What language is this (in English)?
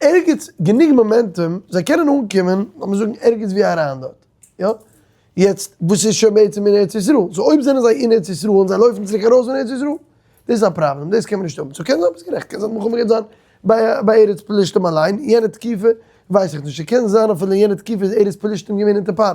Yiddish